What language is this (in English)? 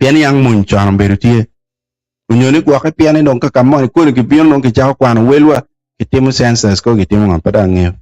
Acoli